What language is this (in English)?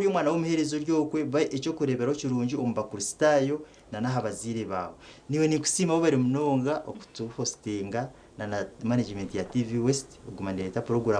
Nyankole